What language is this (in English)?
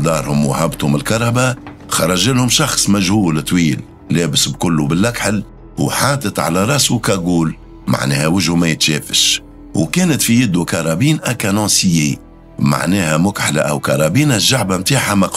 Tunisian Arabic